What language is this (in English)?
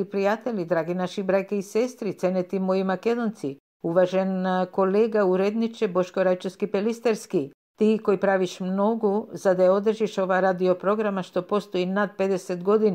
Macedonian